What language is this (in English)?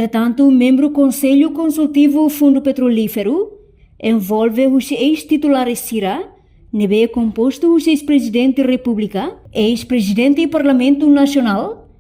Tetum